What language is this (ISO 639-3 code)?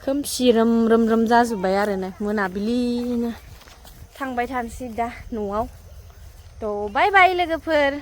brx